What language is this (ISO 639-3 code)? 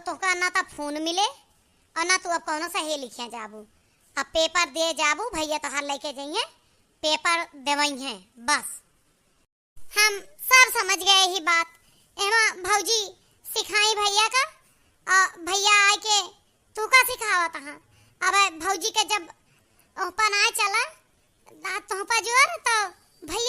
awa